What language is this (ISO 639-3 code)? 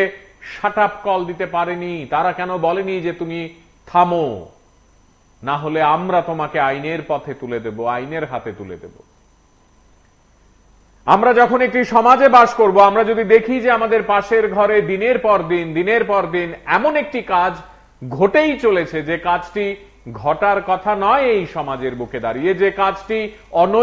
ben